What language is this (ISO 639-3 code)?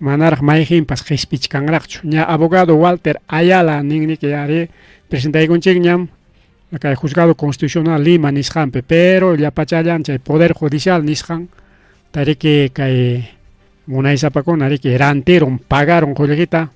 quy